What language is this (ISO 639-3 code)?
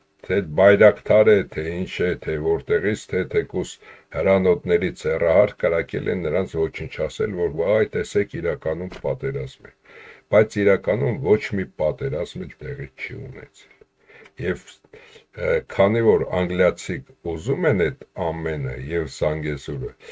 hye